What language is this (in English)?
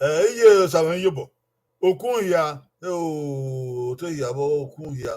Bini